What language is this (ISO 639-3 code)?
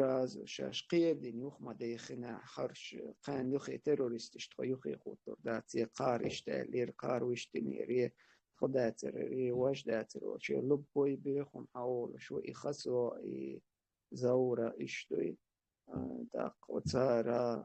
che